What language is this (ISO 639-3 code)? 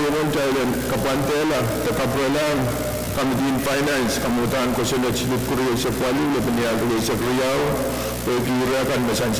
pon